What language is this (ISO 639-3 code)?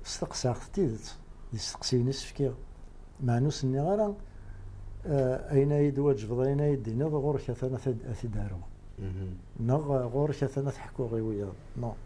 kab